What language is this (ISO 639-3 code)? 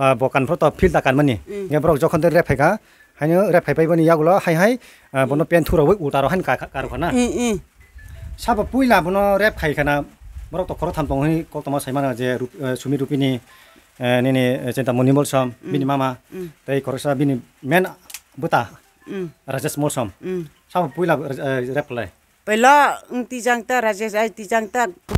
trp